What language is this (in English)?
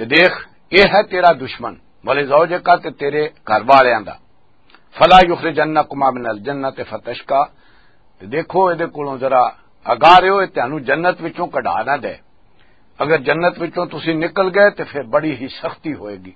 Western Panjabi